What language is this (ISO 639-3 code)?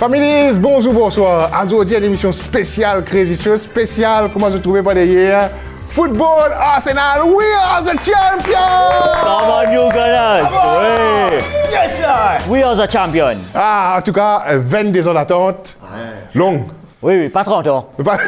mfe